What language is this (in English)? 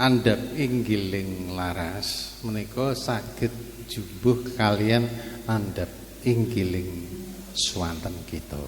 Javanese